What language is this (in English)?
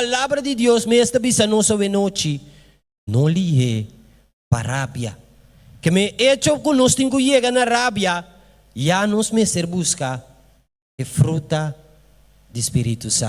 Papiamento